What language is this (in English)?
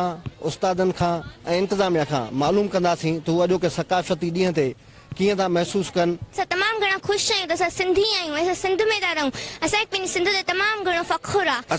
Sindhi